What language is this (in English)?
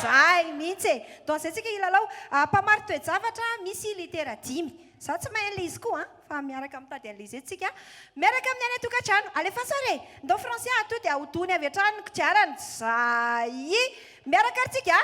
Malagasy